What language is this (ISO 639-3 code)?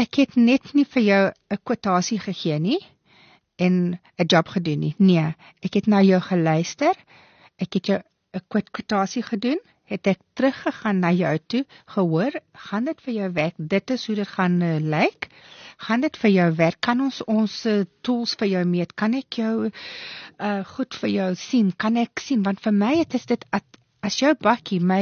afr